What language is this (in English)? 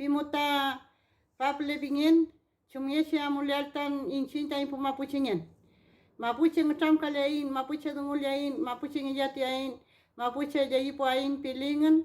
Mapuche